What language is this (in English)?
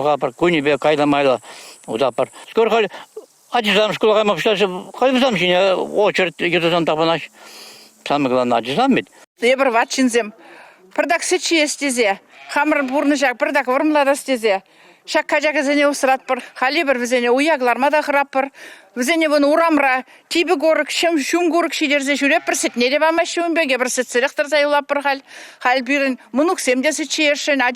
Chuvash